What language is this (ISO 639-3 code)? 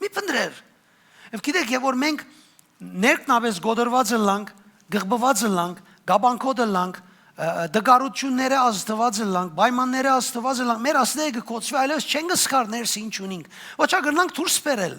hyw